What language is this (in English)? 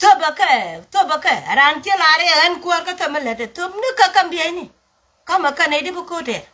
Nuer